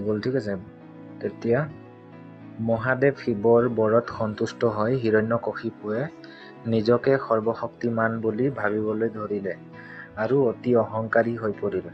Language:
Assamese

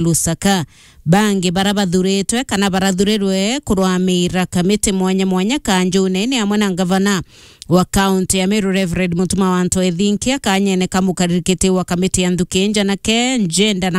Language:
Meru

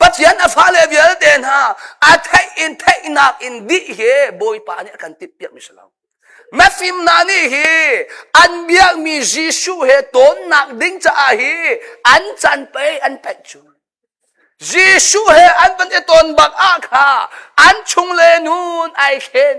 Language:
Hakha Chin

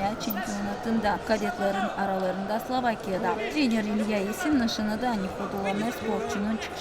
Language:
Gagauz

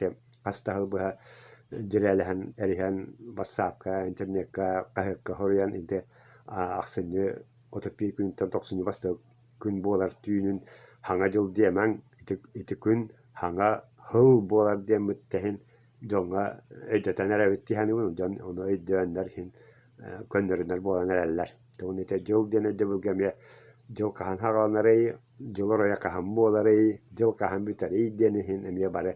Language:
Yakut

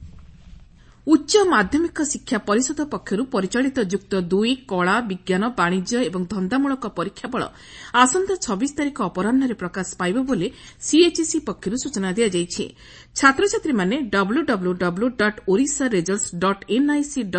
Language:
Odia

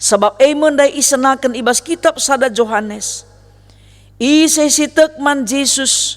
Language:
Batak Karo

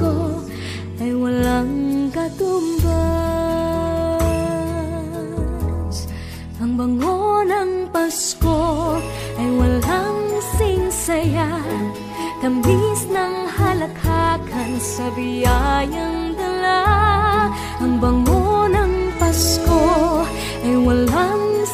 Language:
Filipino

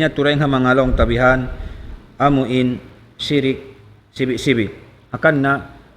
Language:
Tausug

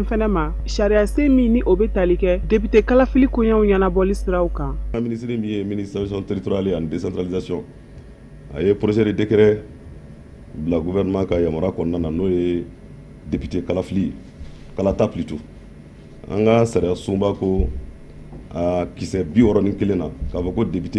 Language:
Bambara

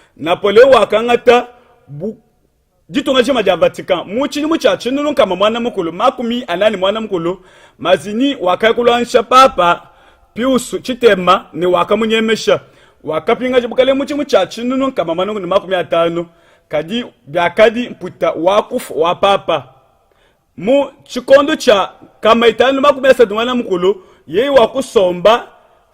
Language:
Luba-Lulua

